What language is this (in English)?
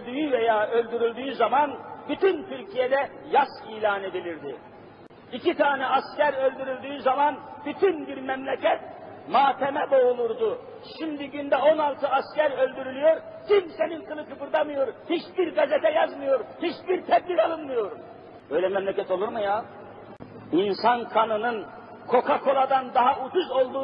Turkish